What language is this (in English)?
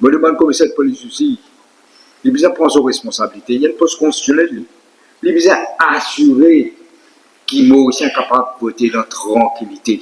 Morisyen